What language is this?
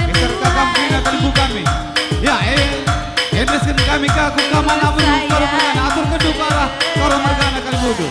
Batak Karo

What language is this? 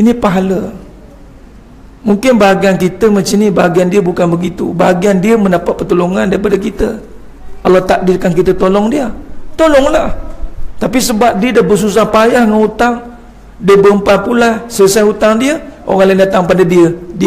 Malay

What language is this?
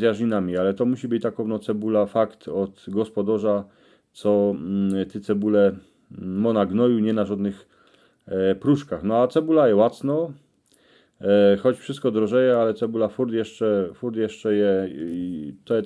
Silesian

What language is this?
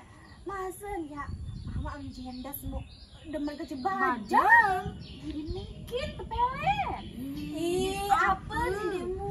Sasak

